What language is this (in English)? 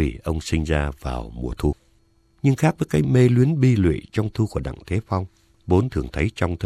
Vietnamese